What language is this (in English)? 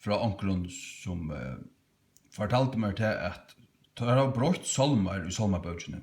Faroese